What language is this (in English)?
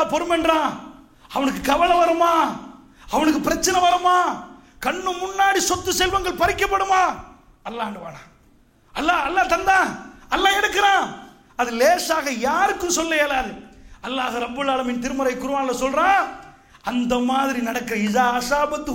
Tamil